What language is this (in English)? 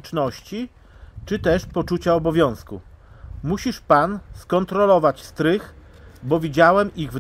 Polish